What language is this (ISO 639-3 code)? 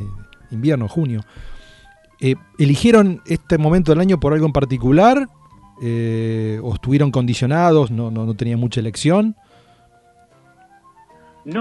spa